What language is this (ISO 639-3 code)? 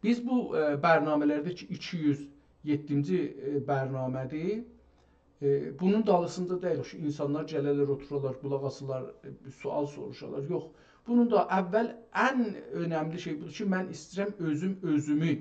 azb